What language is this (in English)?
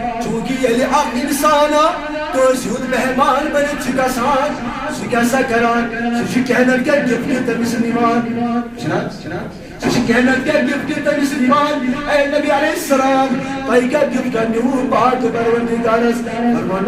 Kashmiri